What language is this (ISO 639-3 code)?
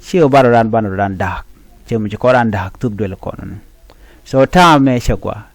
nus